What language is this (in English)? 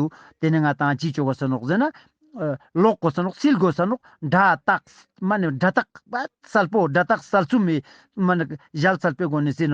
Ladakhi